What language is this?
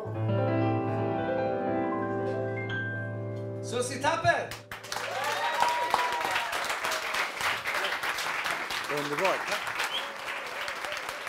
Swedish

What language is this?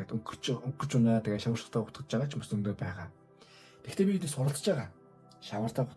Mongolian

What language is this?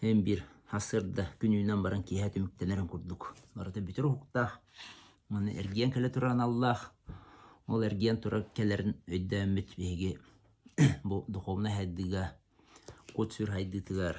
Yakut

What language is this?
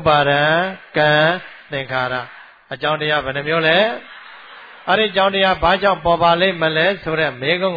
Burmese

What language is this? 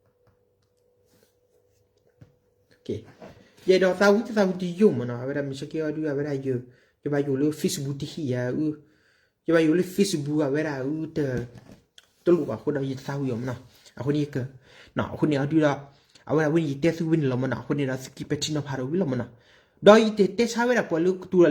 S'gaw Karen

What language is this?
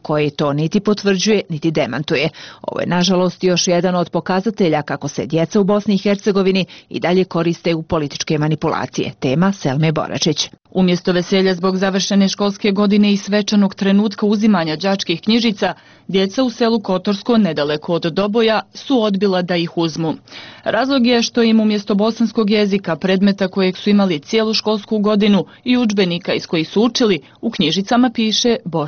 Bosnian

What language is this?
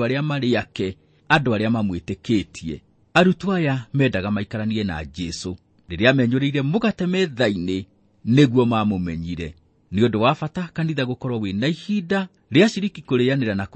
Kikuyu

